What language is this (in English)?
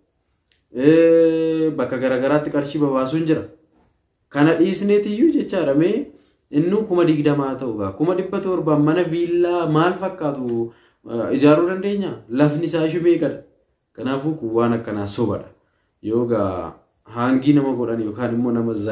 Oromo